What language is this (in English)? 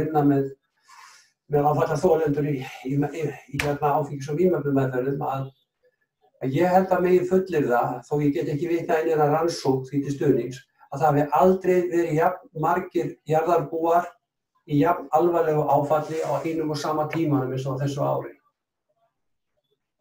Icelandic